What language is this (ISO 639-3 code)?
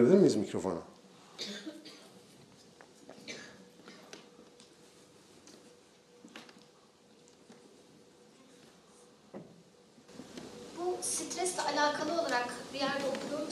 tur